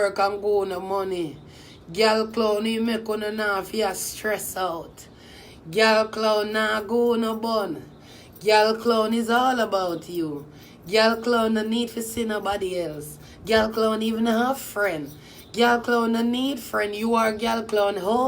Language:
Jamaican Creole English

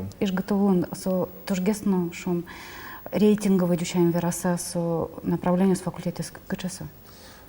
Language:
Udmurt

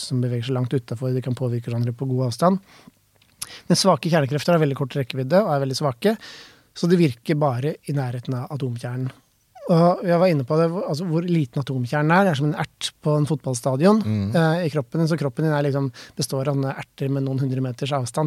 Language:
Norwegian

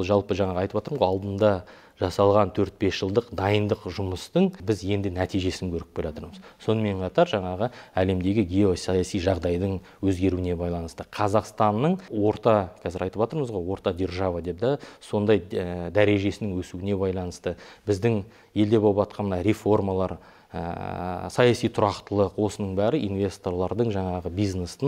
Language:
Kazakh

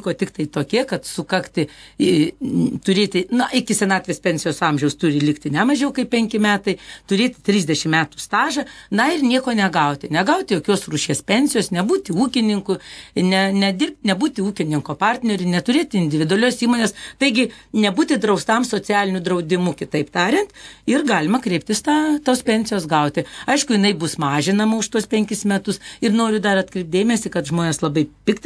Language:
Lithuanian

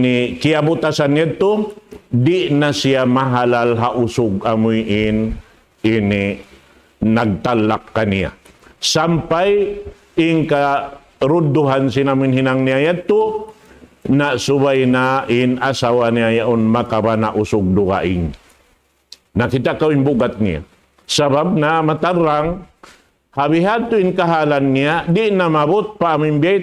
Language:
Tausug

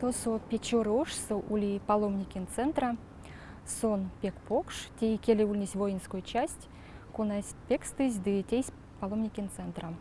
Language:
Erzya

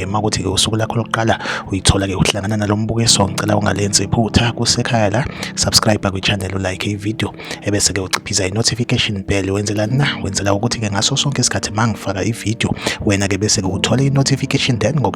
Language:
Zulu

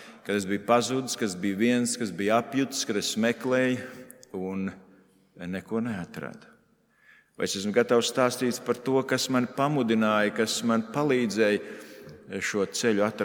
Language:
Latvian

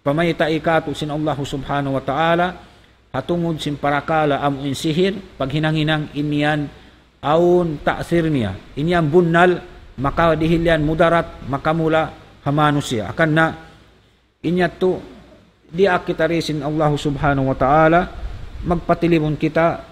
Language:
Tausug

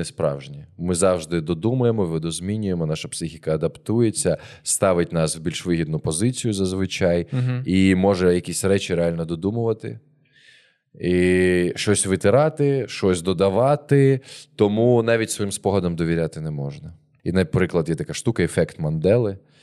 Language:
Ukrainian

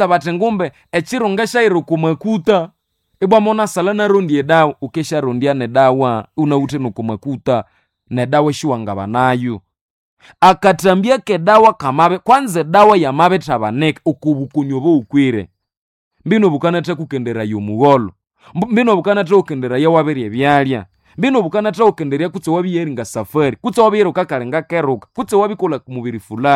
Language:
Nande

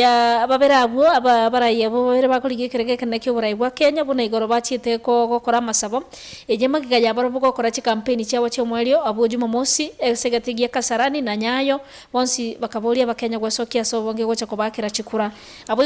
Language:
Gusii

